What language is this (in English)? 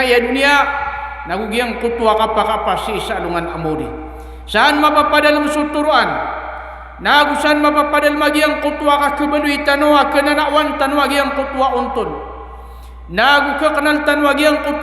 Maranao